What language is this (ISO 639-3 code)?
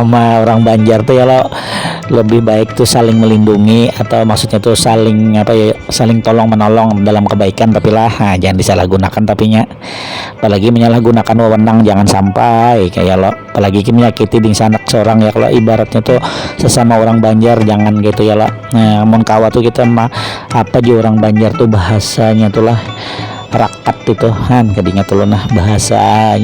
bjn